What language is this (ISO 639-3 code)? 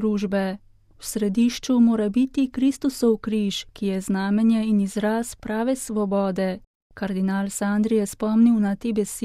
slv